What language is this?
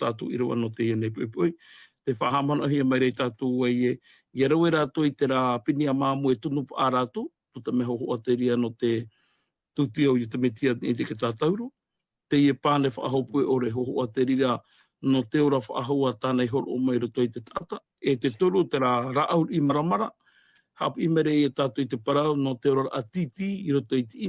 Tahitian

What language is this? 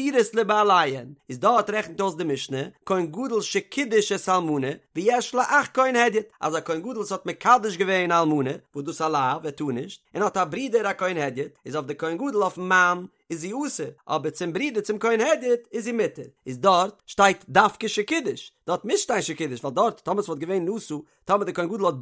Yiddish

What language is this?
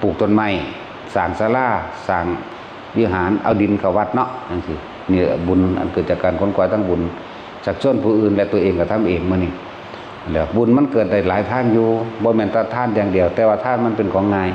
Northeastern Thai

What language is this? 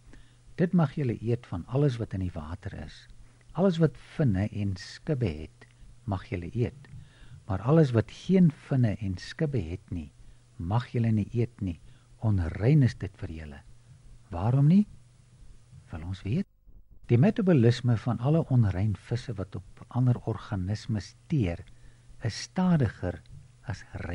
Afrikaans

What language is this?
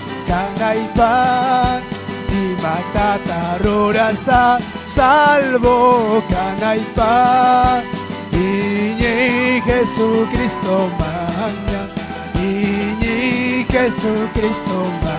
Ayacucho Quechua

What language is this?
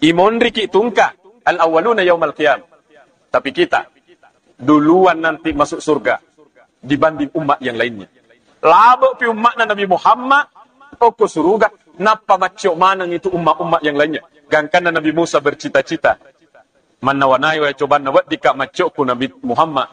Buginese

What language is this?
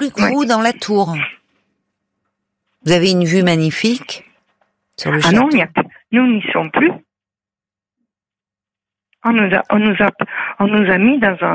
French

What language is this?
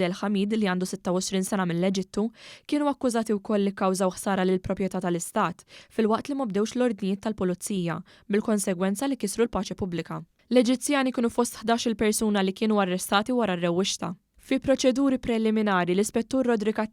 Maltese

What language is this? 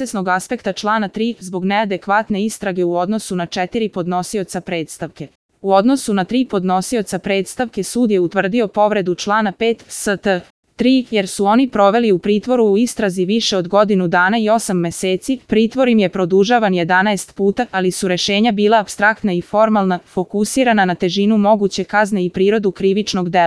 Serbian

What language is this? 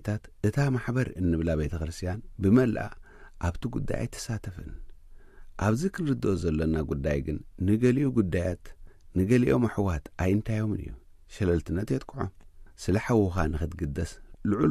Tigrinya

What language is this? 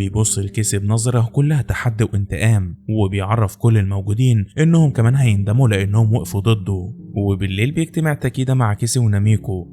Egyptian Arabic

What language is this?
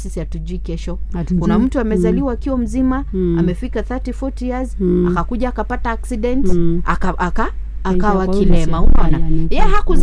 Swahili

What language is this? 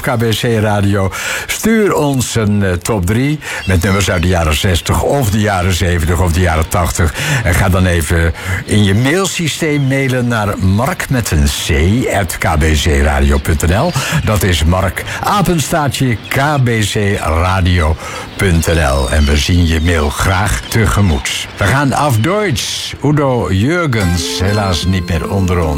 Dutch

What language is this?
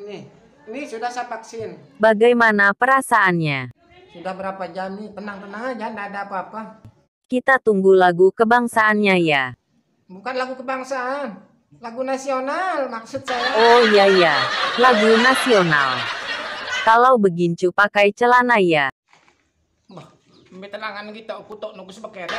Sasak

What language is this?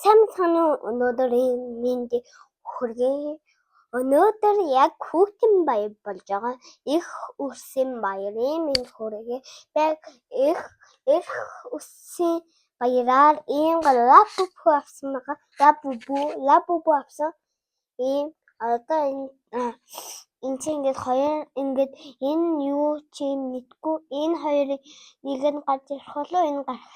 Mongolian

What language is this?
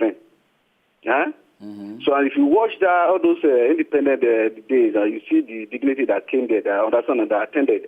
Nigerian Pidgin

